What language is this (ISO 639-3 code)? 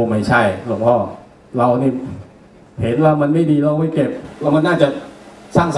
tha